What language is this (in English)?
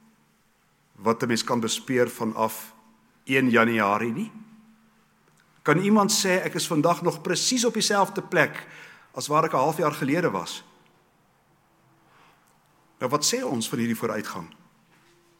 Afrikaans